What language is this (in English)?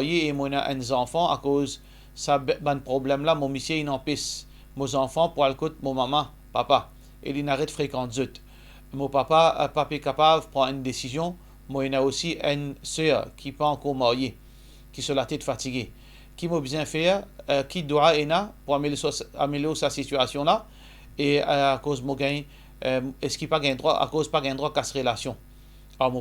Morisyen